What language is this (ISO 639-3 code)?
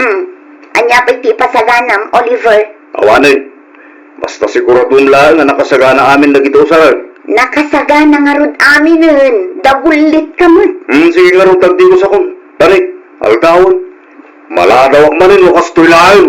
ilo